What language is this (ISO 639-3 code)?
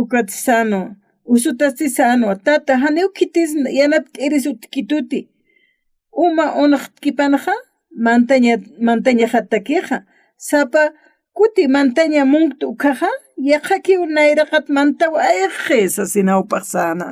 aym